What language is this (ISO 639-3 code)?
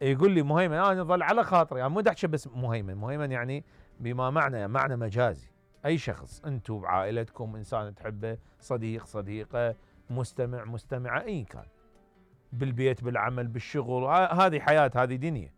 acm